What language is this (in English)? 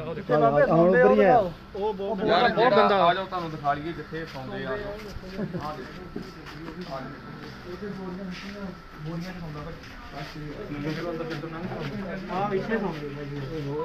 Punjabi